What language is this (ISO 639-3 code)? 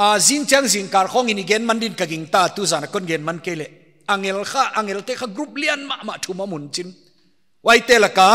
pck